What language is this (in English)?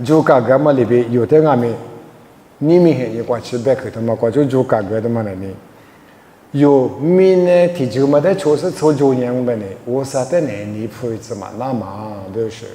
Lisu